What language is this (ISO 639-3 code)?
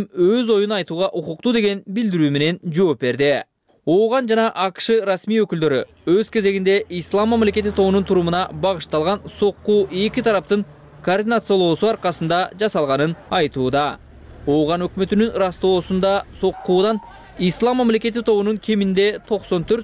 kir